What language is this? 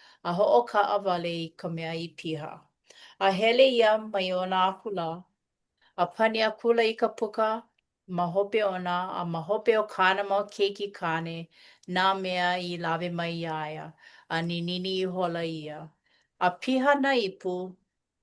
Hawaiian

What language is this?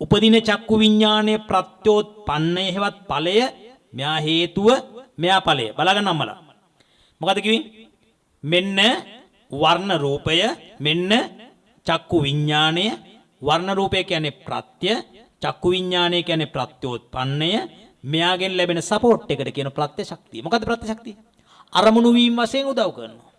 Sinhala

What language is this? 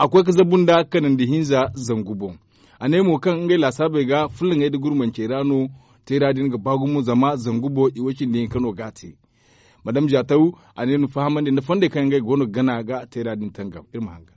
Zarma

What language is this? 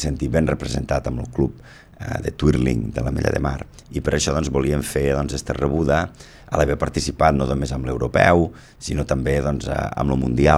Catalan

